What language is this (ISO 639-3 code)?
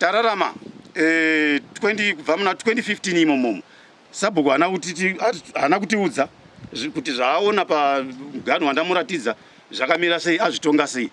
sna